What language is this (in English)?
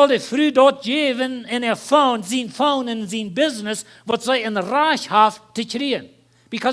Plautdietsch